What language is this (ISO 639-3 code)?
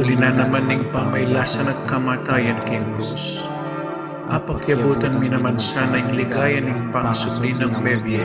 pam